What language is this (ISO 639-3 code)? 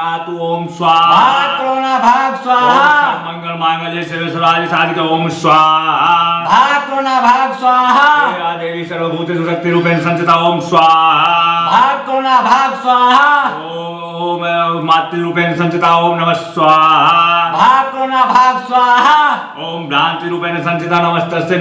mai